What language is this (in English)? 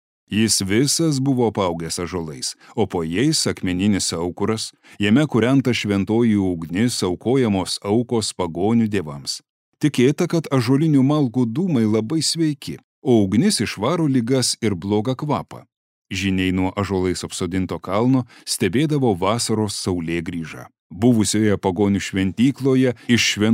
Lithuanian